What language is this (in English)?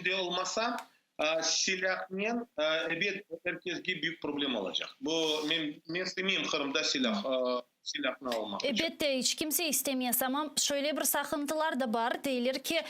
Crimean Tatar